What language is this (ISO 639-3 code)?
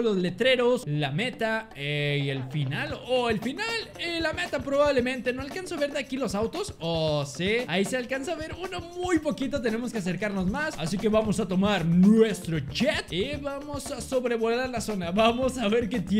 spa